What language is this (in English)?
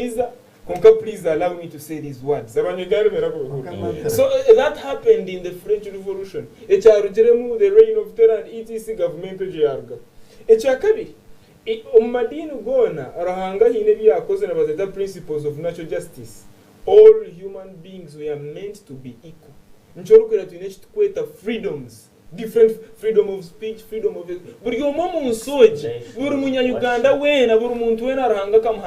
Nyankole